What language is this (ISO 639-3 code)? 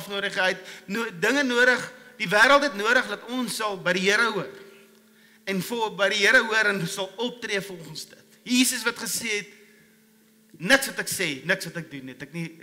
afr